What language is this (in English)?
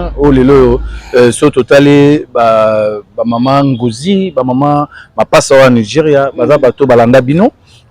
Lingala